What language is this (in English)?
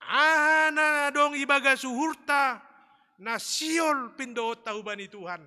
Batak Simalungun